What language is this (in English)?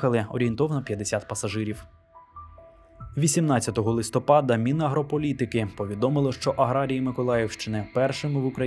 Ukrainian